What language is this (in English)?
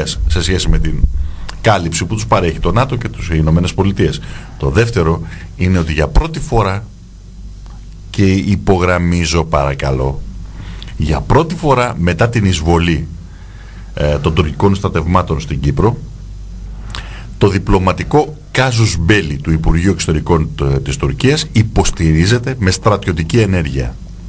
Greek